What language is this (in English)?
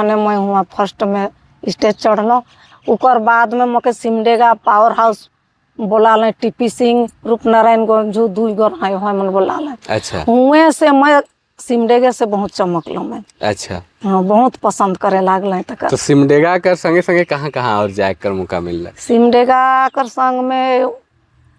Sadri